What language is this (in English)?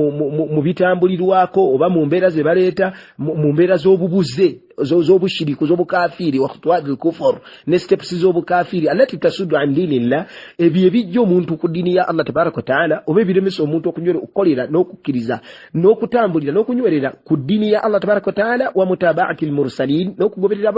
Ganda